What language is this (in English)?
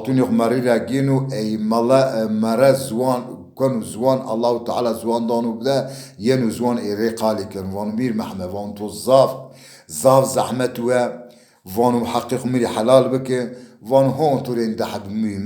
Zaza